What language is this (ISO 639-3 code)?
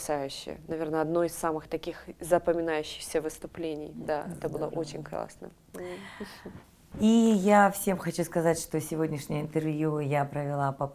rus